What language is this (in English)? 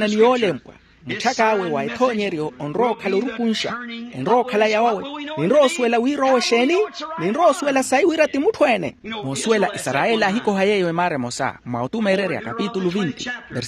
Makhuwa